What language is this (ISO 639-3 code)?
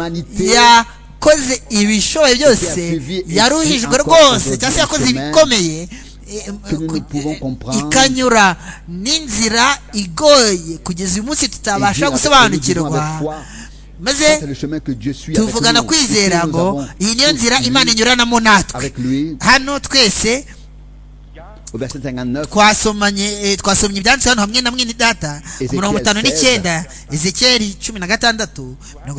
kin